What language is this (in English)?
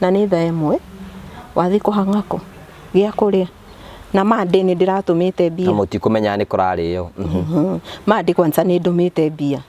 Kikuyu